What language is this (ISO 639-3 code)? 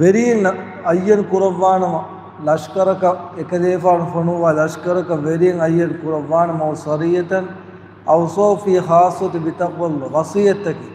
div